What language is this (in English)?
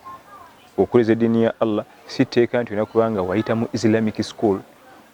Ganda